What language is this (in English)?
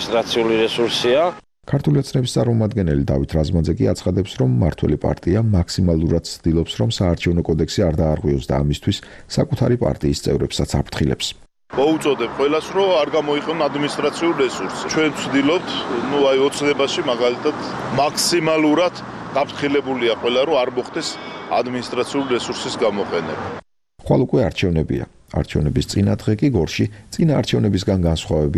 Georgian